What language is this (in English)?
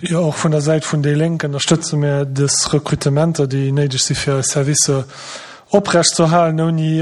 Luxembourgish